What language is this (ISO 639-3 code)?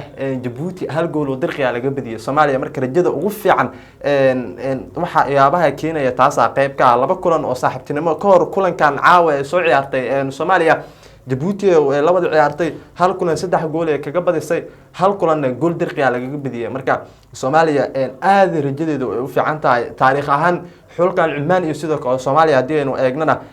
som